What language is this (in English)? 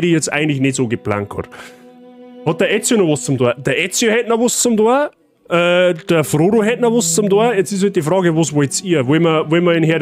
Bavarian